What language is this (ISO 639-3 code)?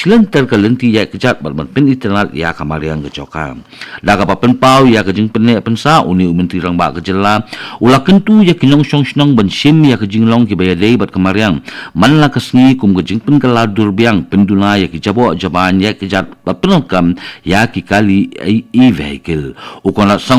kha